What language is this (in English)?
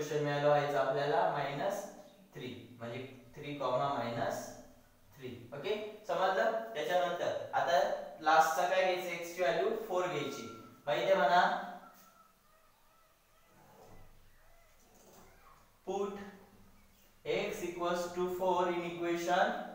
Marathi